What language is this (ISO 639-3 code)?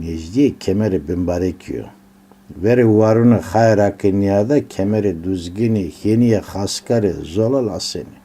zza